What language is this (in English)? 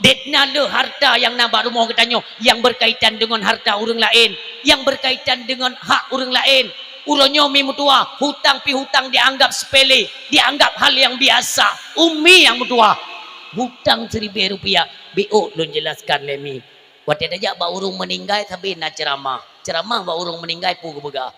Achinese